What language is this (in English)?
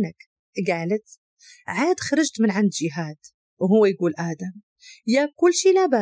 Moroccan Arabic